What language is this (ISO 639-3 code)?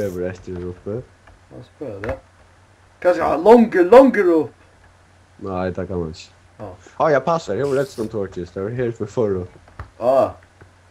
fao